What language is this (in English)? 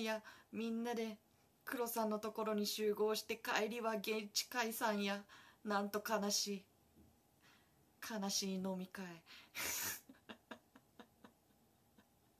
Japanese